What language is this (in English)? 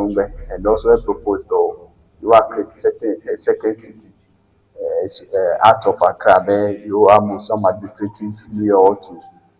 Ewe